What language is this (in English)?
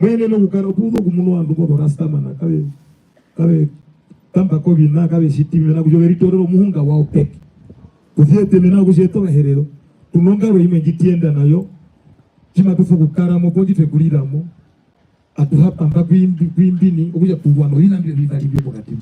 Herero